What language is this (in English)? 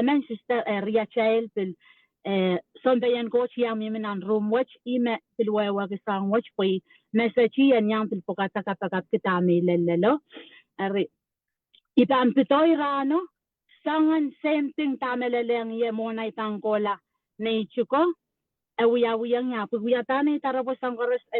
Pohnpeian